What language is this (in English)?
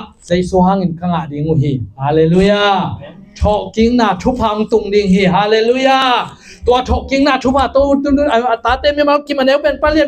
Tedim Chin